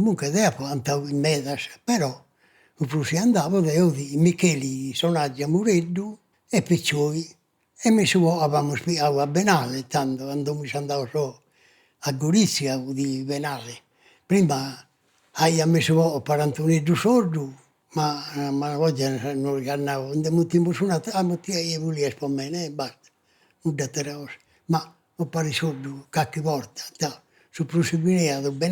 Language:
Sardinian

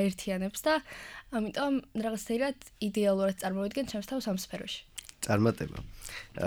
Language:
Georgian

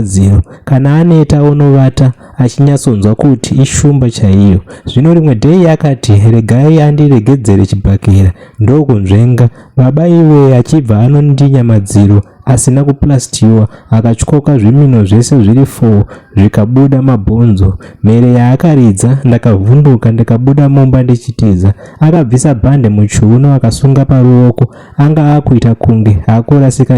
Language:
Shona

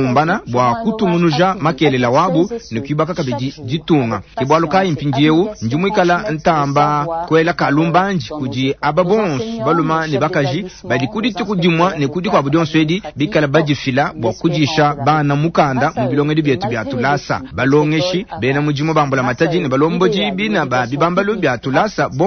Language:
Luba-Lulua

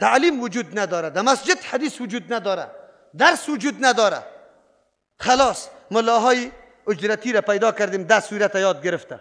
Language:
Persian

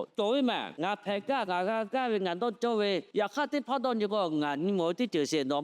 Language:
Lahu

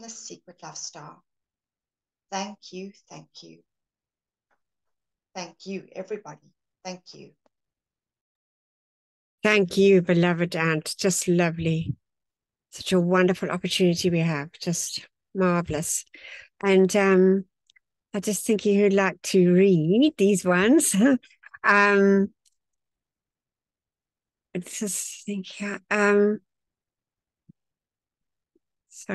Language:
English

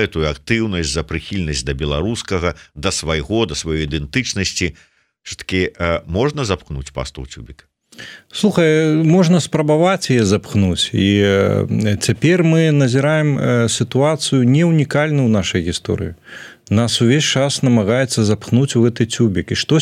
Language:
Belarusian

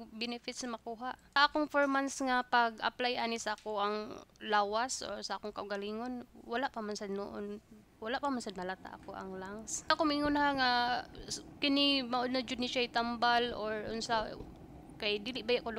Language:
Cebuano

